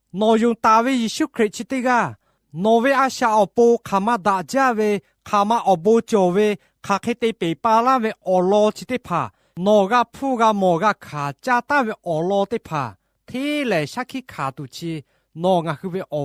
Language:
Lahu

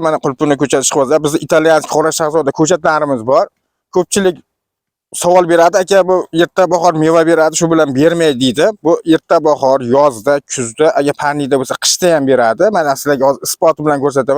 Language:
Uzbek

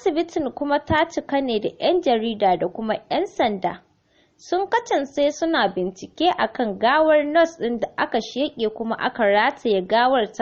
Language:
Hausa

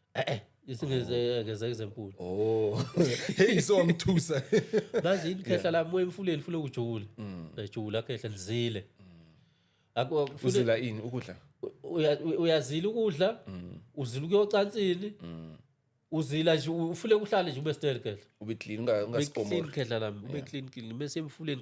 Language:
Zulu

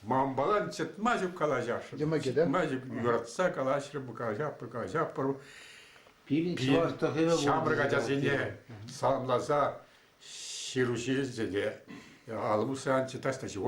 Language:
Chuvash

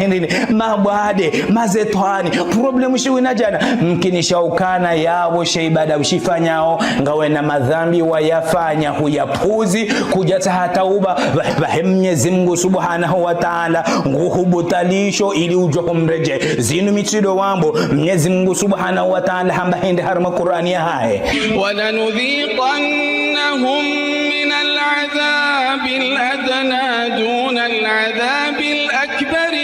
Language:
Ngazidja Comorian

